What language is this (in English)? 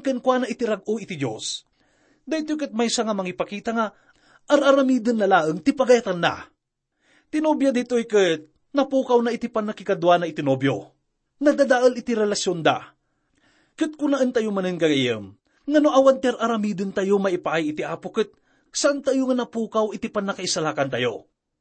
Iloko